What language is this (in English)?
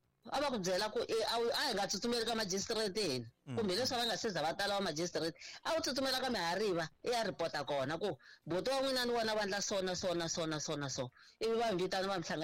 Tsonga